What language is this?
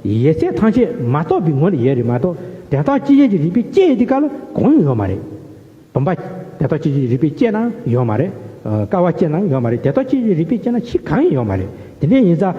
Tibetan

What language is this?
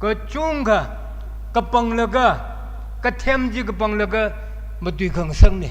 Tangkhul Naga (India)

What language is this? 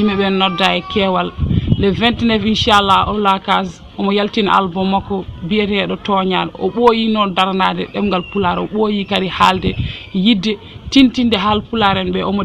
Fula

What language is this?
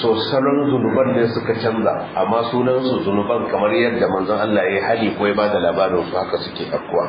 Hausa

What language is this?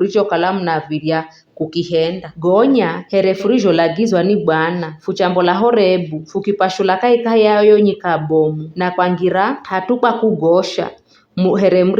Giryama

